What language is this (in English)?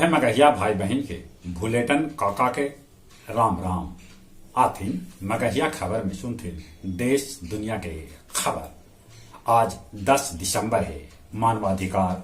Magahi